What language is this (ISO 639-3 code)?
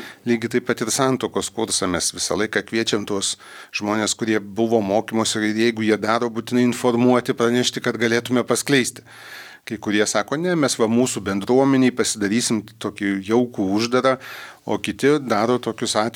lit